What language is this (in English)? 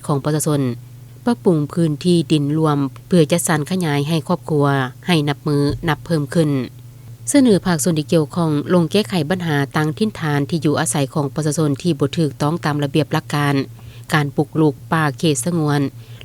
Lao